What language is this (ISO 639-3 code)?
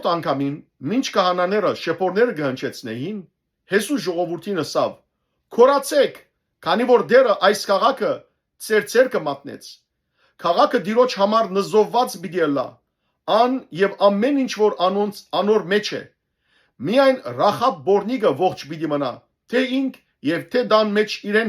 hyw